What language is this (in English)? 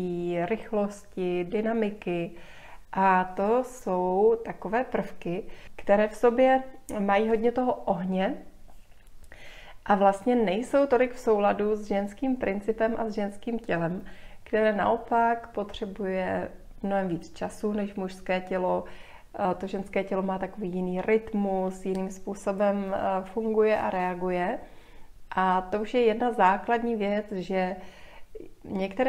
Czech